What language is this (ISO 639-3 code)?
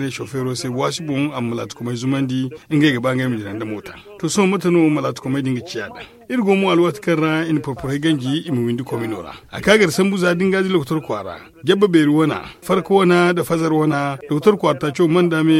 dje